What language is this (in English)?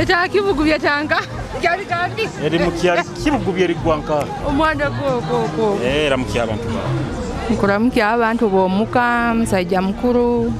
Nyoro